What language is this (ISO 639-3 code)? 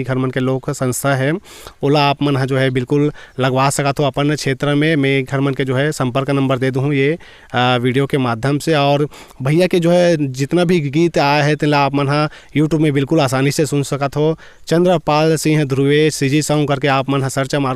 hne